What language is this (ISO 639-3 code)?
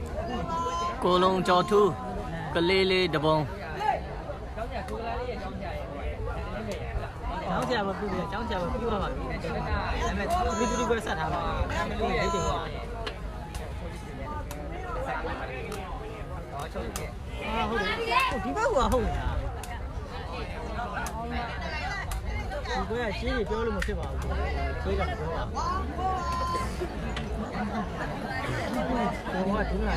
mya